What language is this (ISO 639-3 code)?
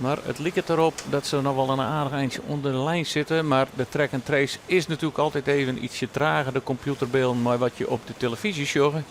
fry